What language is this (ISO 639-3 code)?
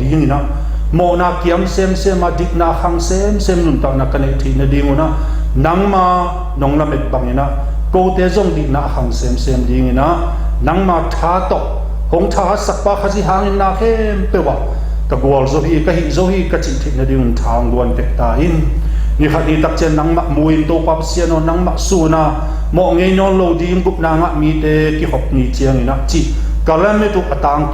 ctd